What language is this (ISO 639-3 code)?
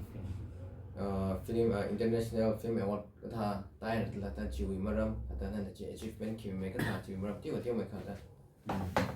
nmf